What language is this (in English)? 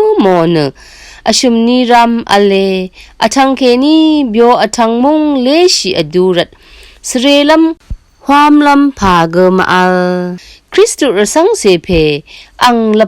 Rawang